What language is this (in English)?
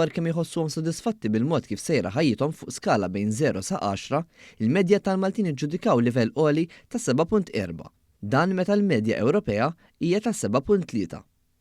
Maltese